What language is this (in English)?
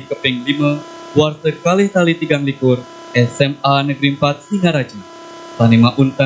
Balinese